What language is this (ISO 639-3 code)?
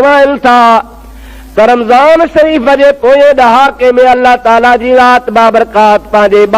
snd